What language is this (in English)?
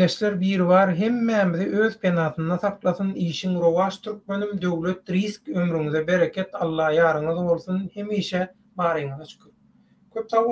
Turkmen